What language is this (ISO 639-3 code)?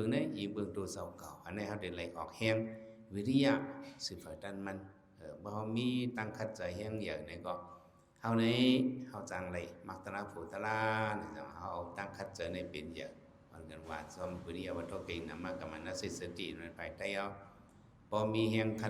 shn